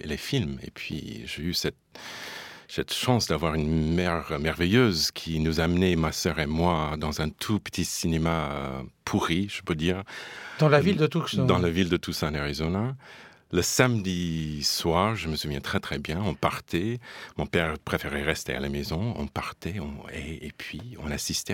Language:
French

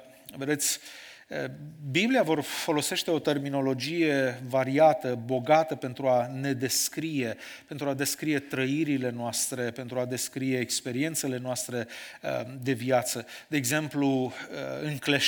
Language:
Romanian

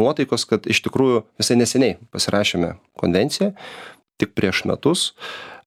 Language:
Lithuanian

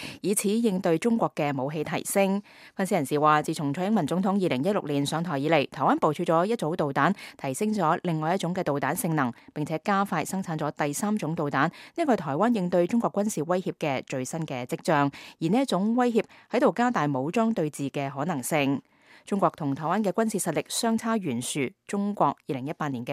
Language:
Cantonese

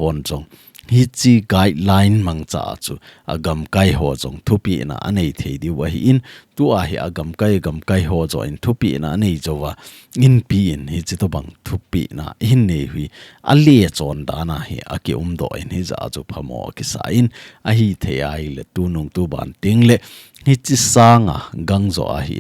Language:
Thado Chin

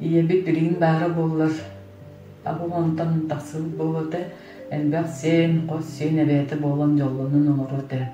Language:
Yakut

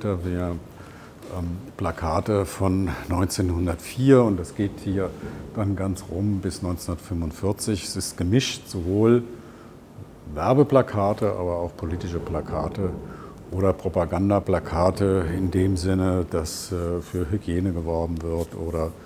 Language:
German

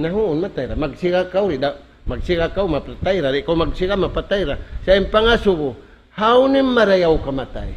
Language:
Tausug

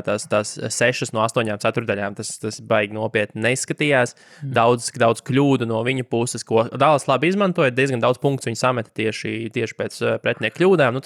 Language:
Latvian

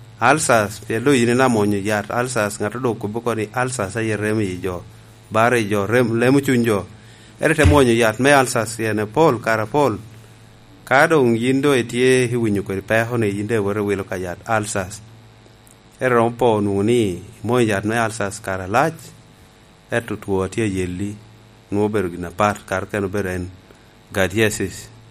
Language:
Lango (Uganda)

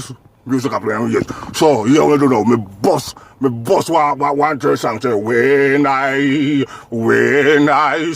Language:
Jamaican Creole English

